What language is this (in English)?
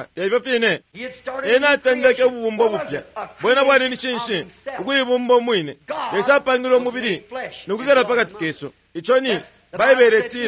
Bemba